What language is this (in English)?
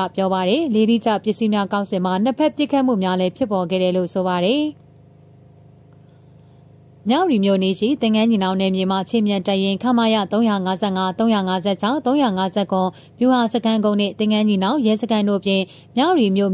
Burmese